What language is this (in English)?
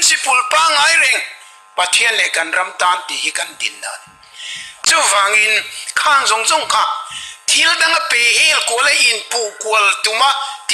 Mizo